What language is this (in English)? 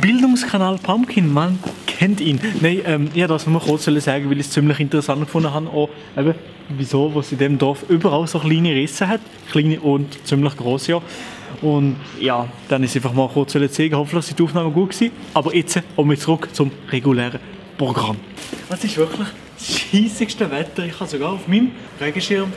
Swiss German